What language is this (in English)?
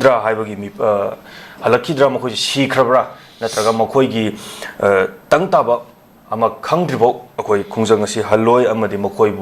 Manipuri